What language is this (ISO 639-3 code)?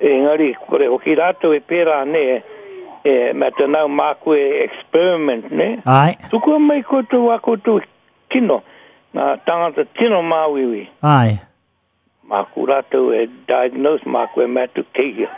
mri